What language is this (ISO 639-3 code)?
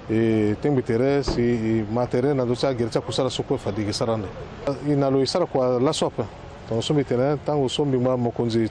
sag